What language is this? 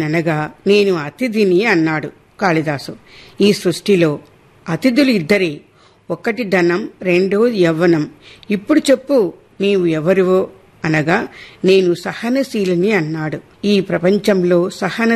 Telugu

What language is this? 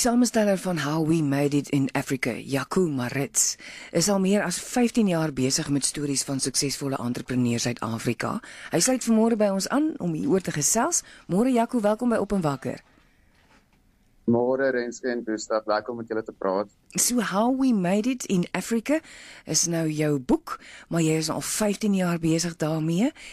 Afrikaans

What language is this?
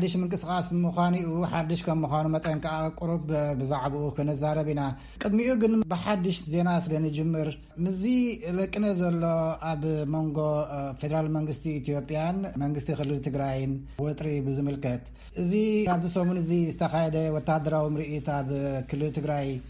Tigrinya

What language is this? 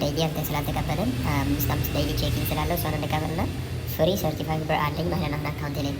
Amharic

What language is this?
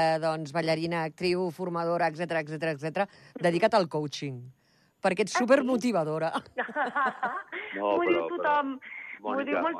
Catalan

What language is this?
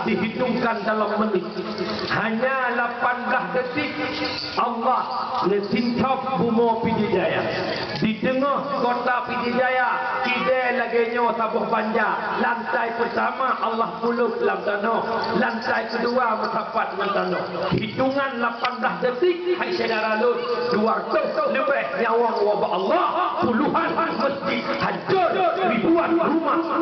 Achinese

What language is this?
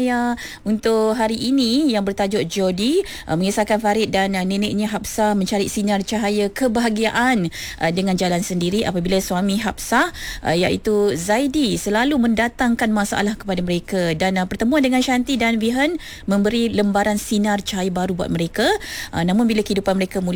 Malay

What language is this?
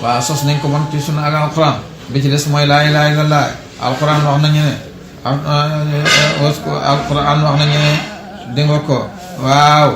Wolof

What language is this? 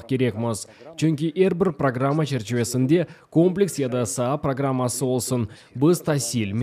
Crimean Tatar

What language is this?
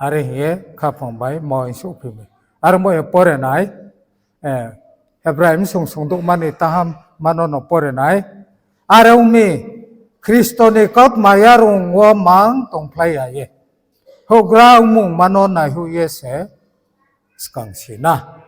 Riang (India)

